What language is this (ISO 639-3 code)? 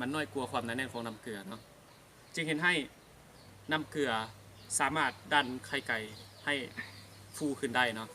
lao